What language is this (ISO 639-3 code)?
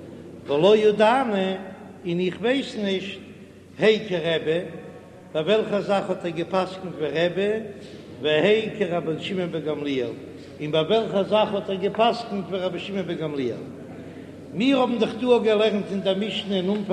yid